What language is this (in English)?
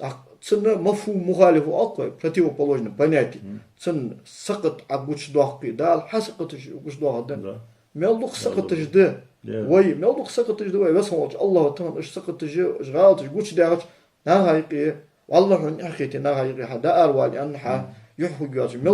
Ingush